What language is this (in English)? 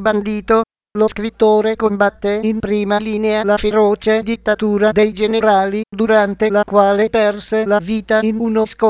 Italian